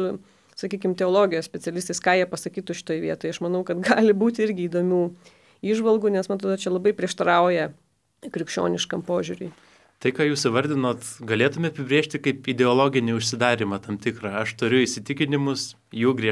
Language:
Lithuanian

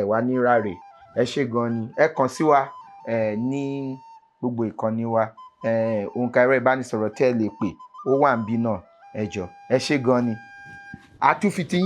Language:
Yoruba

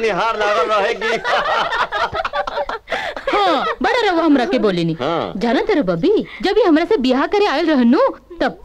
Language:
Bhojpuri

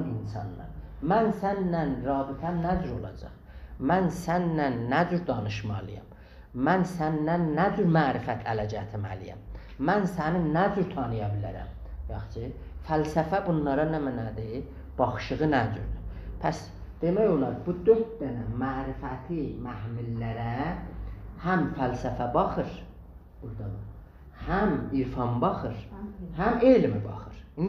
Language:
South Azerbaijani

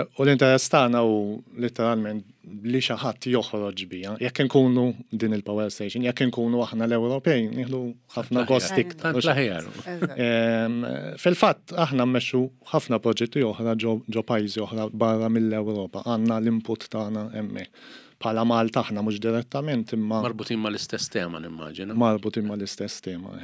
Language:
Maltese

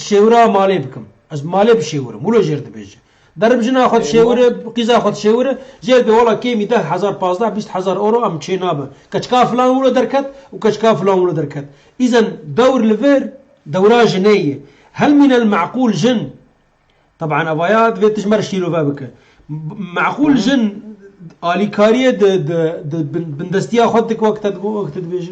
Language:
Kurdish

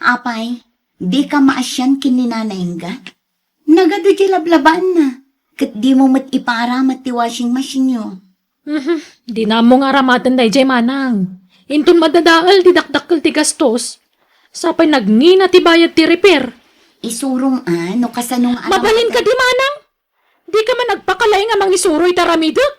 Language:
Iloko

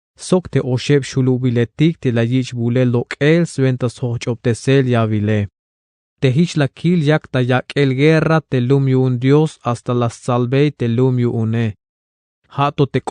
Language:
Tzeltal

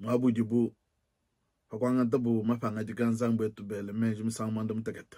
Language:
Luba-Lulua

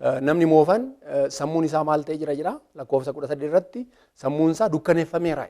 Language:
Oromo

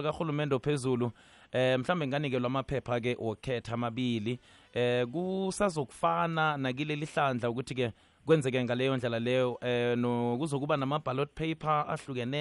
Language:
South Ndebele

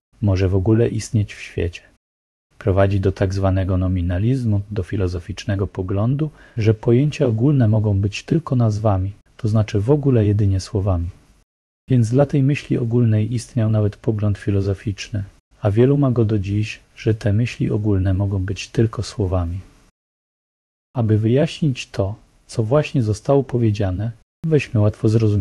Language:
Polish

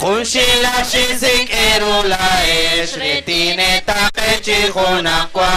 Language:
Kekchí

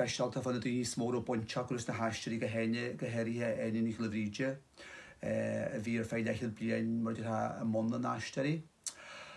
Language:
Irish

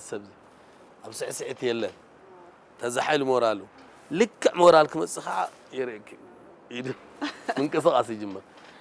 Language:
Tigrinya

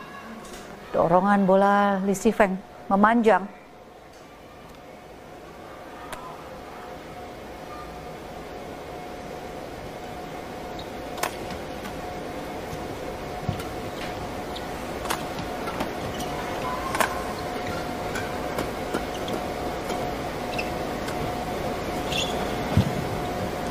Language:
Indonesian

